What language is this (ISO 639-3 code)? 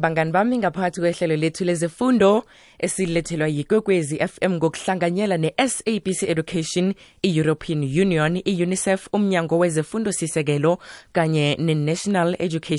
nbl